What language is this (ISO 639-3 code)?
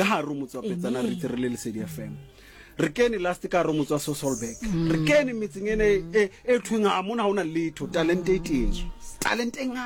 sot